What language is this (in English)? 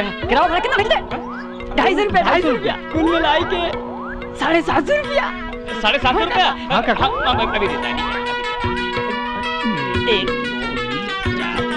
Bhojpuri